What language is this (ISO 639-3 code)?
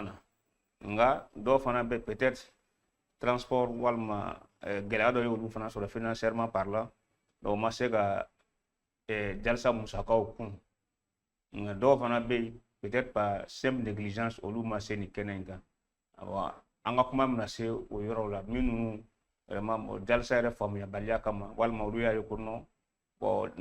bam